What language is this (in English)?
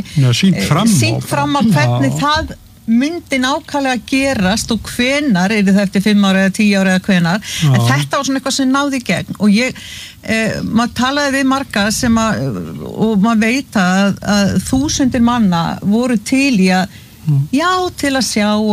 Icelandic